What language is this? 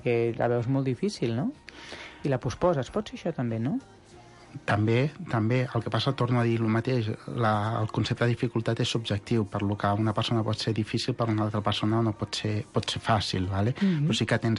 Catalan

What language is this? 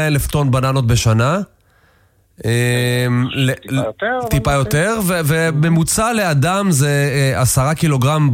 Hebrew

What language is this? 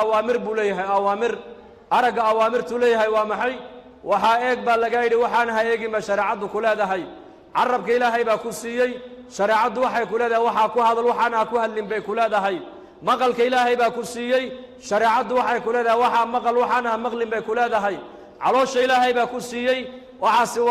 Somali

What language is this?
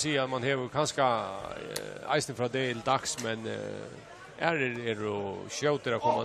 Faroese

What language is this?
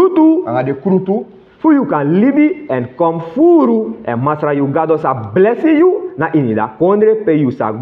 Sranan Tongo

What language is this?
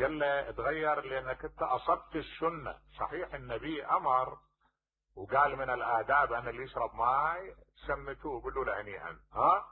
Mesopotamian Arabic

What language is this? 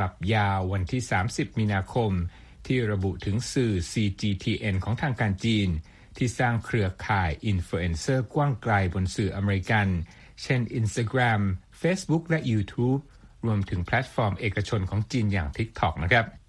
Thai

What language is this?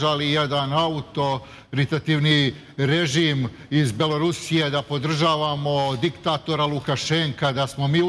Serbian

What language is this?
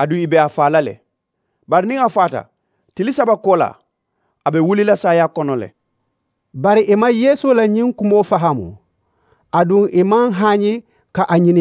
Mandingo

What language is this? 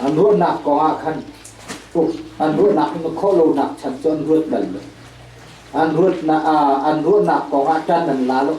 Hakha Chin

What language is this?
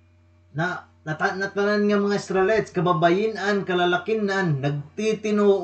Waray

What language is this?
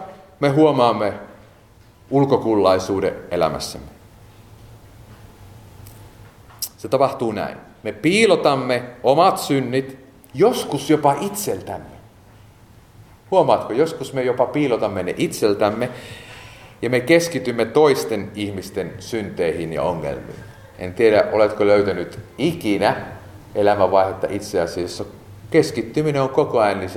Finnish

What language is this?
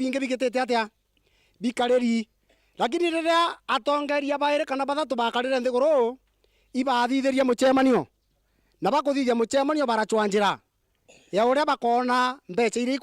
Meru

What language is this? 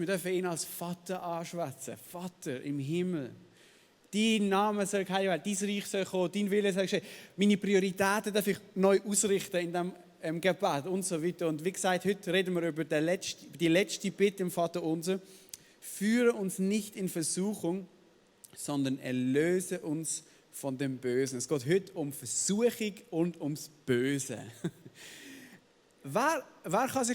Swiss German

